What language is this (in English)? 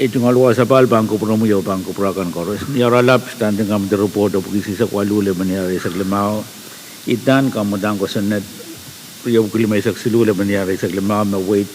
Pohnpeian